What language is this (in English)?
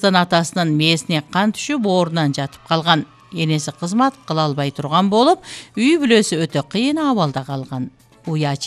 Kyrgyz